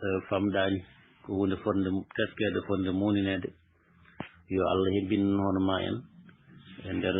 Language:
Fula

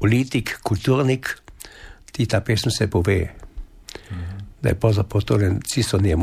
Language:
Slovenian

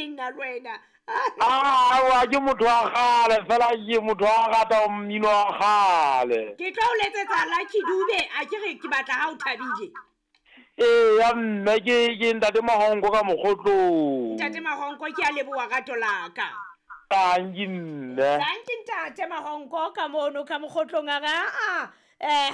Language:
Southern Sotho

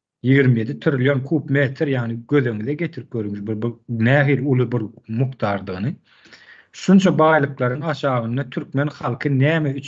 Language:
Turkmen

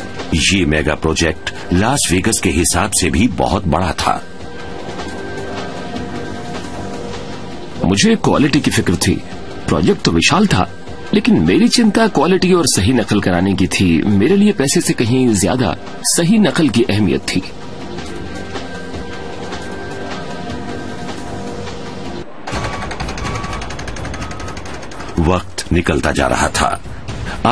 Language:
Hindi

